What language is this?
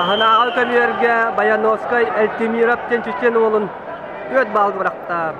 Yakut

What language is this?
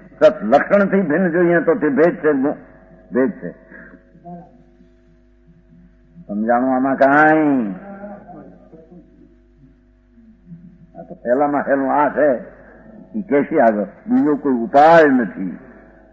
Gujarati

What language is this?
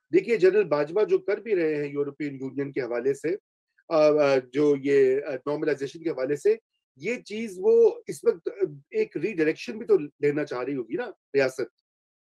Urdu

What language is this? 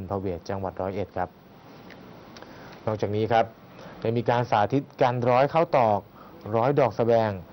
Thai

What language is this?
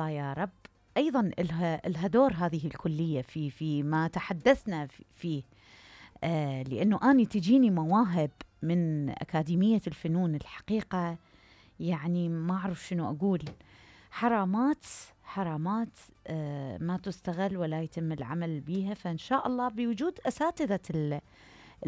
Mesopotamian Arabic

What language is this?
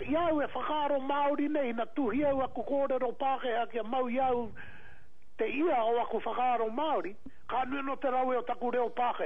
Māori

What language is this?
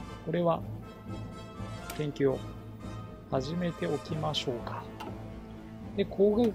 Japanese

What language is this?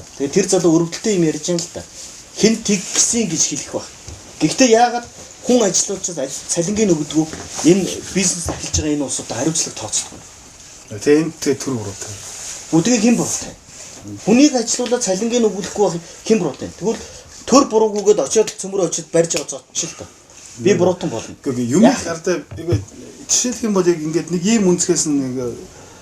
Mongolian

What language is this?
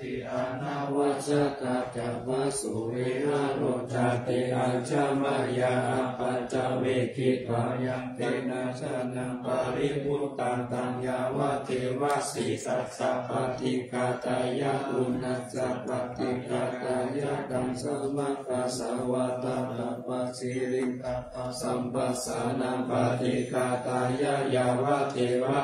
Pali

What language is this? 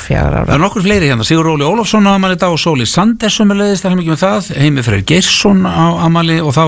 Icelandic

